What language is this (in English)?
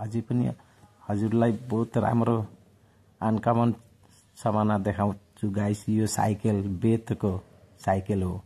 Nepali